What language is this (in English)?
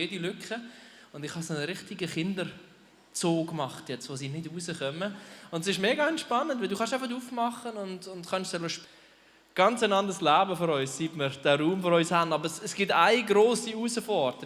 Swiss German